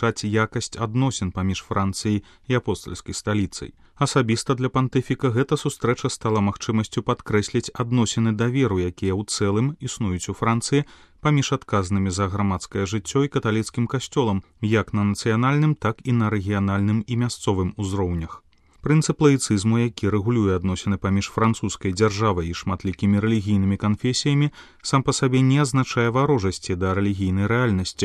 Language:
Belarusian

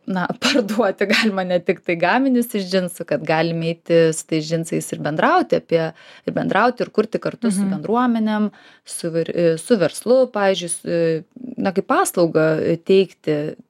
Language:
Lithuanian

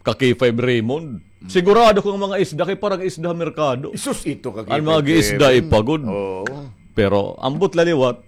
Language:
Waray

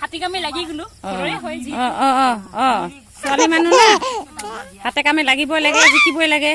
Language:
Assamese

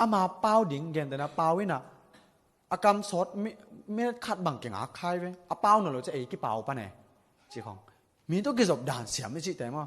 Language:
Tedim Chin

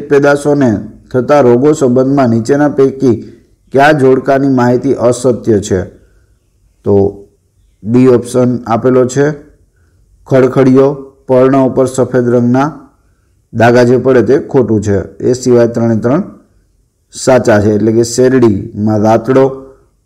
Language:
Gujarati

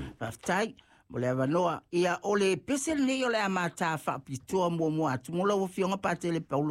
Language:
Samoan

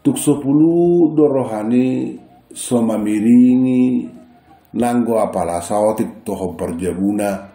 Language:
Batak Toba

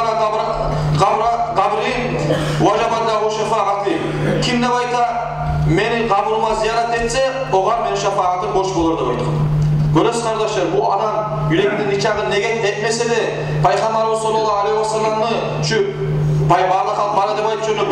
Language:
Kumyk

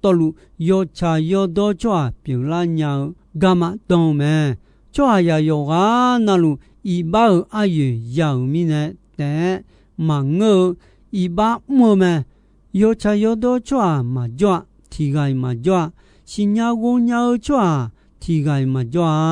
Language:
Akha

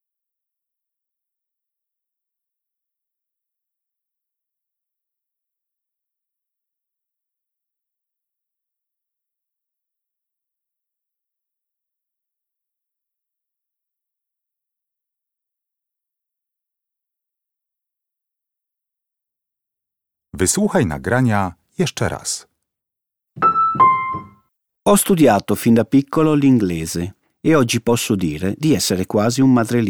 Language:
Italian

